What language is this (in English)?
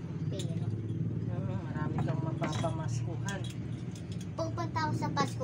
Filipino